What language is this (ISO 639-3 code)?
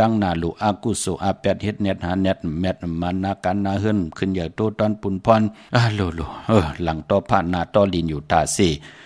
shn